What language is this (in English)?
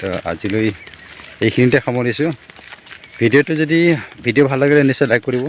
Assamese